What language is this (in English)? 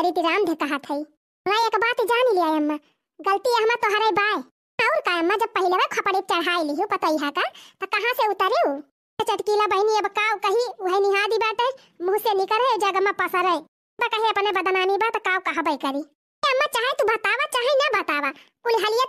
Awadhi